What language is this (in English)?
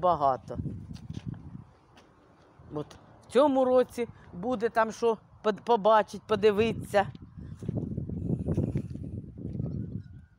Ukrainian